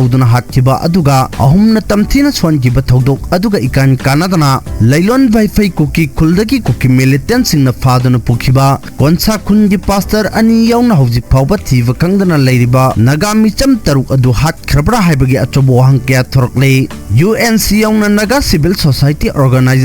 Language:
Manipuri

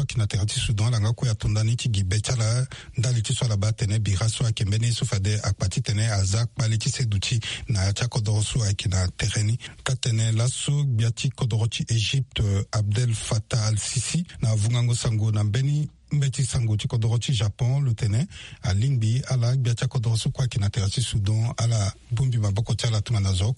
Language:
Sango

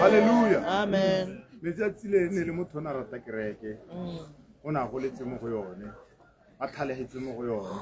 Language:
Tswana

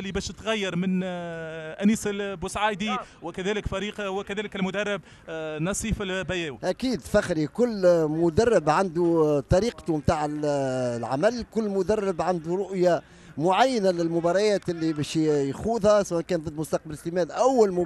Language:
Tunisian Arabic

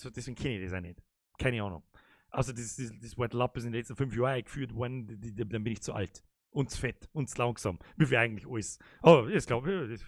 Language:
Bavarian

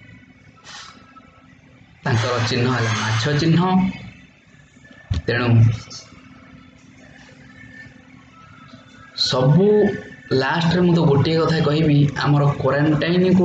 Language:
Odia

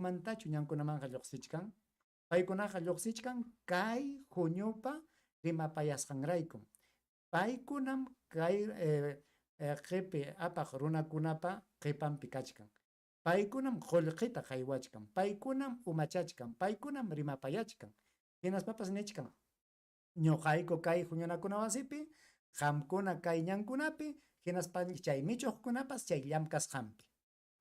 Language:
Ayacucho Quechua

